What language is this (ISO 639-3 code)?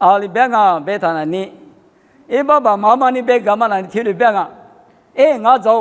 lis